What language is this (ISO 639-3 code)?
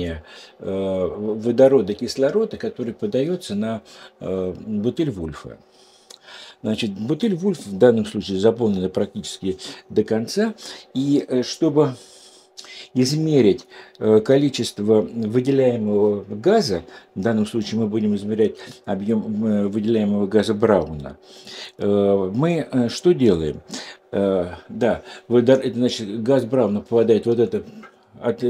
rus